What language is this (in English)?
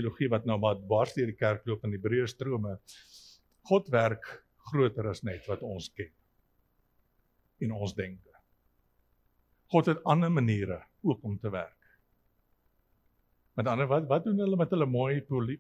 Afrikaans